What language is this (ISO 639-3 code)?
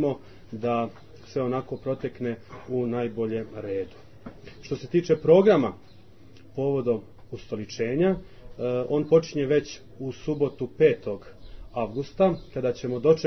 srp